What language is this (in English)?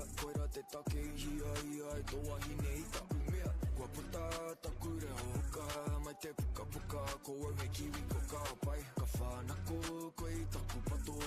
Māori